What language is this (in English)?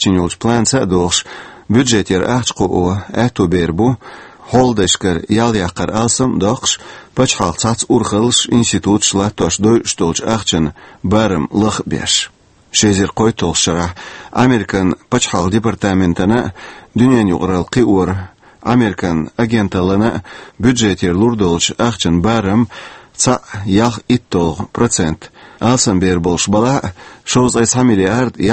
Chechen